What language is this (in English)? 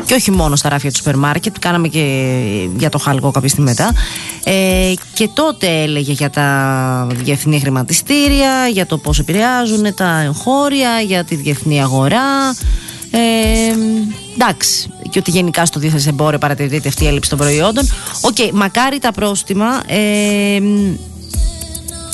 Greek